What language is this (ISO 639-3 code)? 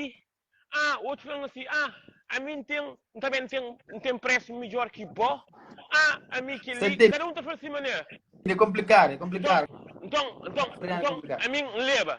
kea